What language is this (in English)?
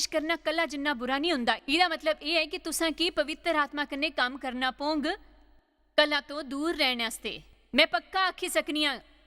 Dogri